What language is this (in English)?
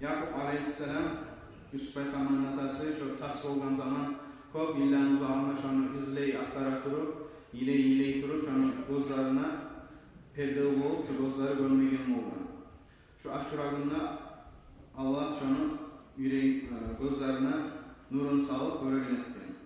Kumyk